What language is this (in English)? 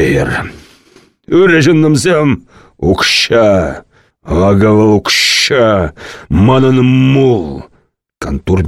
Chuvash